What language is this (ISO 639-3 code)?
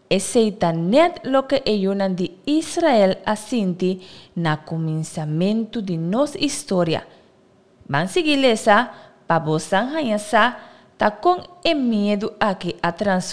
pap